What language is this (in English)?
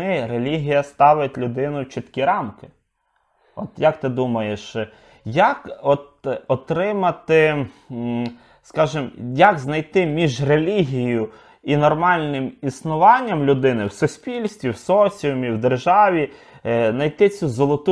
Ukrainian